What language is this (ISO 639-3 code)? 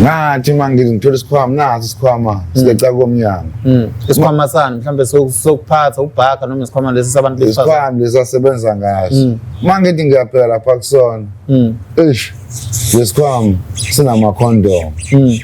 zul